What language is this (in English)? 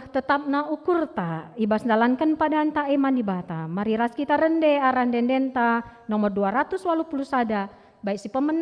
Batak Karo